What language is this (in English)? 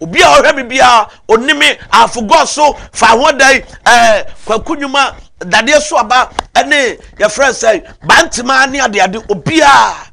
Akan